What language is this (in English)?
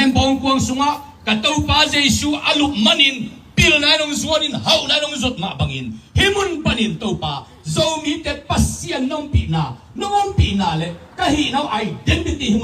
Tedim Chin